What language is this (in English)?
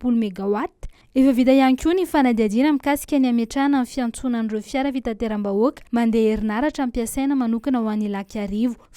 Malagasy